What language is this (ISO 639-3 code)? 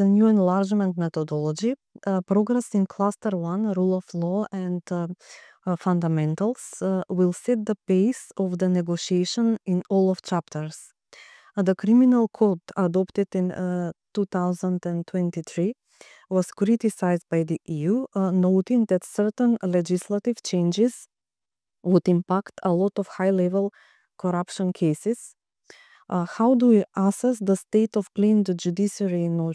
eng